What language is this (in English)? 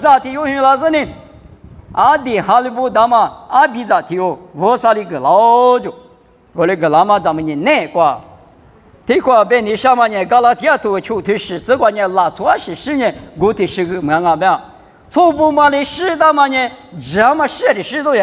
Lisu